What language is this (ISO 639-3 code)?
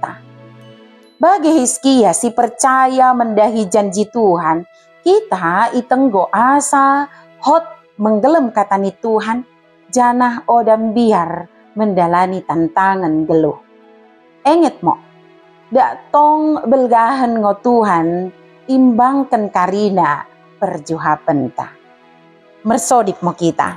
btd